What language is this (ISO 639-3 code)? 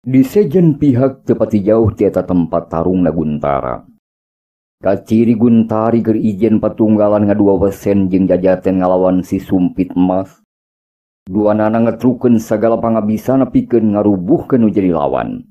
sun